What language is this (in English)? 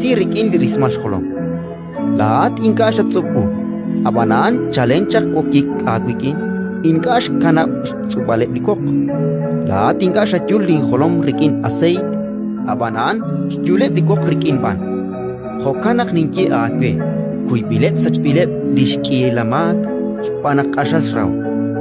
Kekchí